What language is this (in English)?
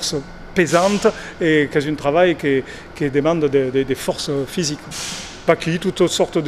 Occitan